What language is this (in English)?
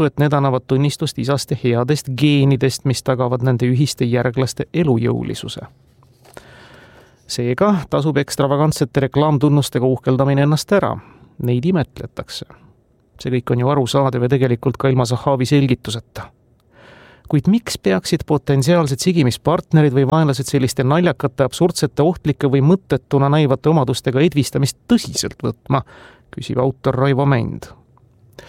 Estonian